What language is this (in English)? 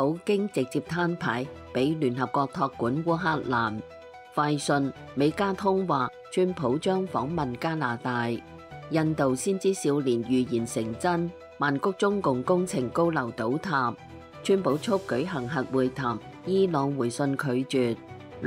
Cantonese